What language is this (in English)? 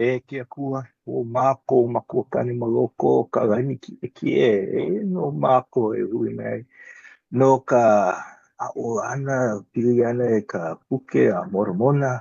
Hawaiian